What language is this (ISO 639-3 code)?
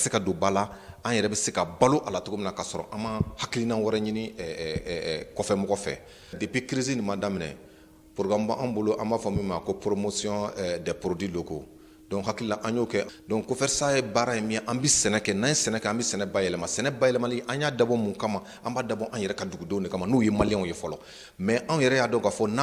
bam